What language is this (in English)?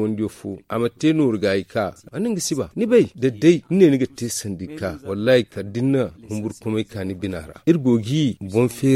Zarma